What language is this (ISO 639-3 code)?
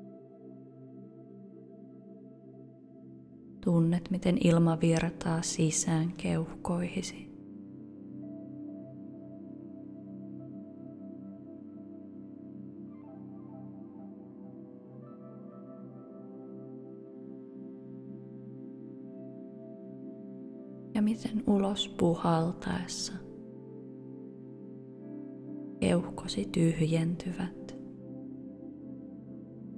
fin